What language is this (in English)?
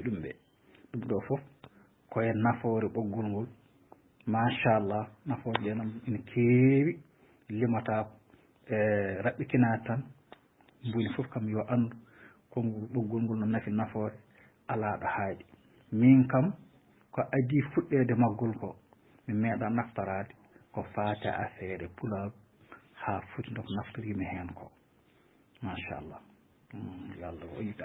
Fula